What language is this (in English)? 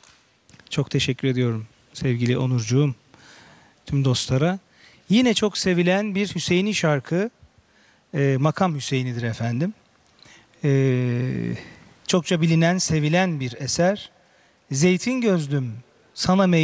Turkish